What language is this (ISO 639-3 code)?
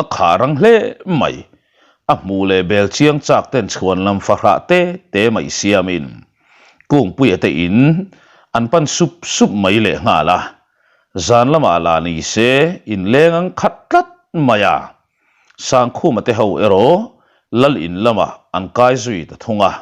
lus